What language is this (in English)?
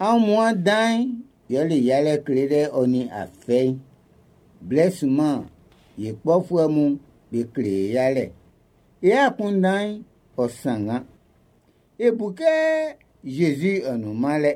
Baoulé